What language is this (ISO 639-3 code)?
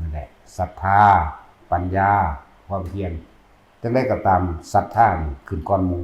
tts